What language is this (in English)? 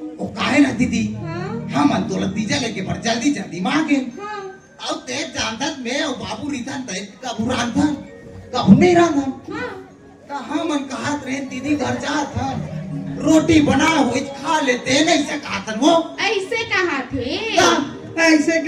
Chhattisgarhi